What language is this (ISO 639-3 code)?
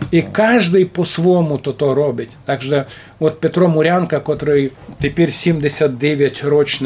rue